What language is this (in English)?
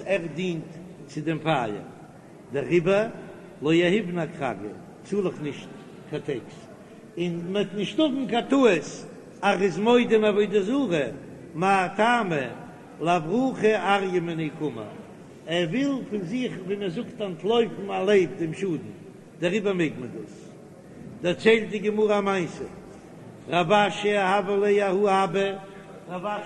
Yiddish